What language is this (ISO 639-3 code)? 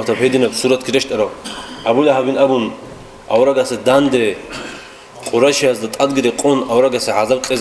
ava